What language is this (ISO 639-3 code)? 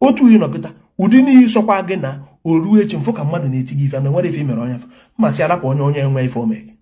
ibo